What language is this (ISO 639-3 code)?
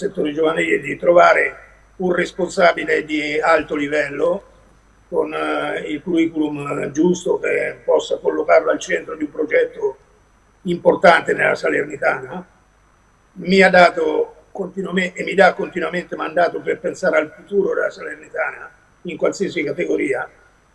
ita